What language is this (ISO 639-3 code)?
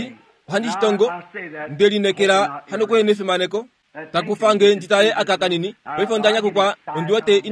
kua